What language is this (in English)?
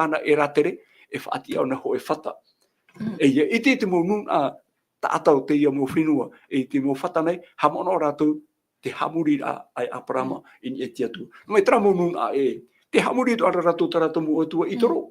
Tahitian